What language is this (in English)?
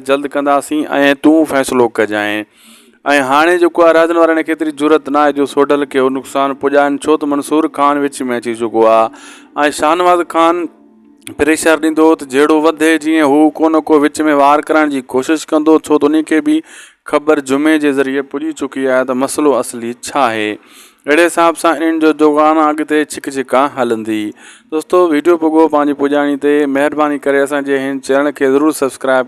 Sindhi